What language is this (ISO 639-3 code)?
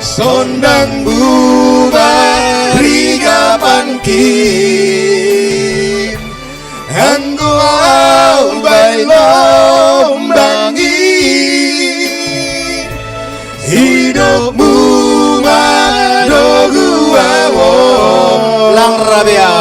bts